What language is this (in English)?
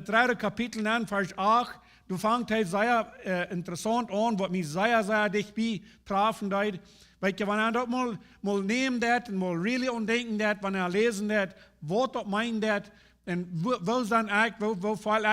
Plautdietsch